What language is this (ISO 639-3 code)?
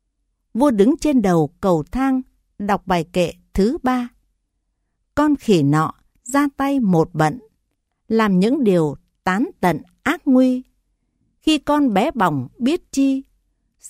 vie